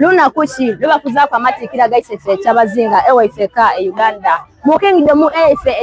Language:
Soga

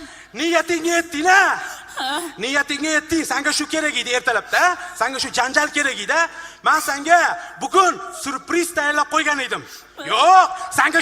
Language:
Uzbek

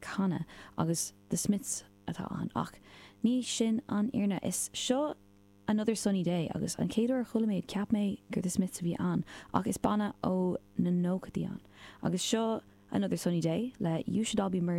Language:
Irish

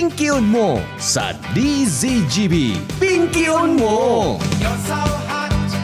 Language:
Bikol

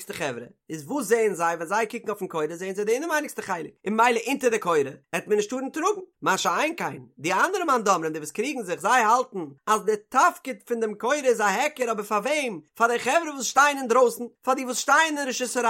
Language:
Yiddish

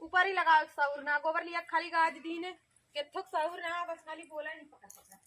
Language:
Awadhi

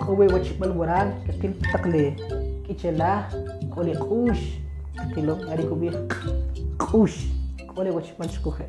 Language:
Kʼicheʼ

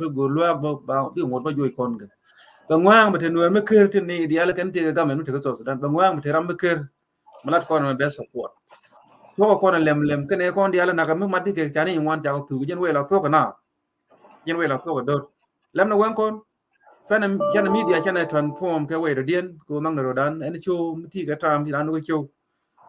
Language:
Nuer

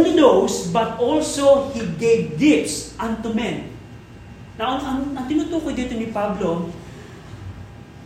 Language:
Filipino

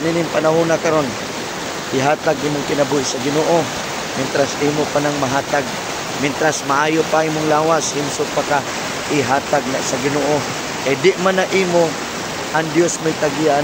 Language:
Cebuano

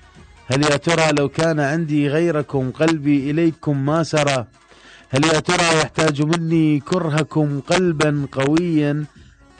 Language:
Mesopotamian Arabic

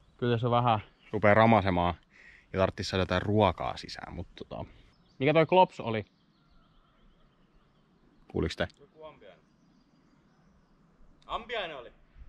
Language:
Finnish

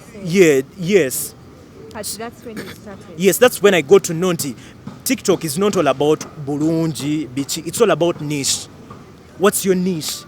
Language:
Ganda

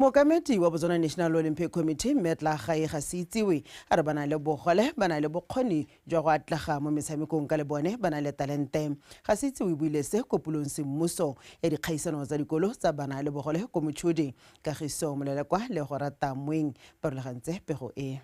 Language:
Tswana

